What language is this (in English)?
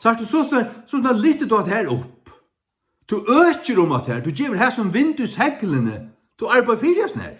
Faroese